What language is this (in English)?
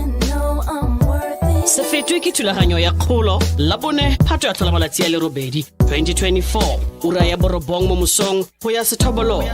Tswana